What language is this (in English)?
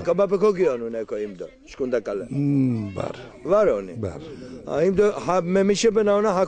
Laz